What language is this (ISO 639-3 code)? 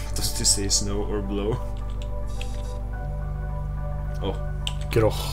nor